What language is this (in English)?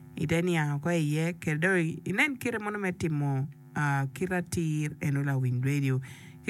Acoli